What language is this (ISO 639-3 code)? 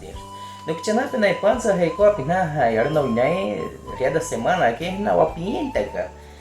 bwi